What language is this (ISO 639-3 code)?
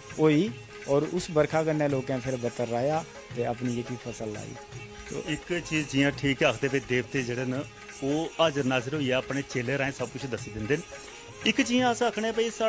doi